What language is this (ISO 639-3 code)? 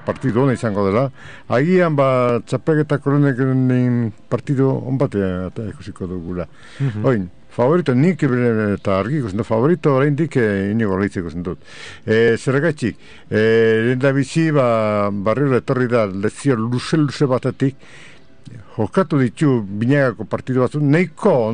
eus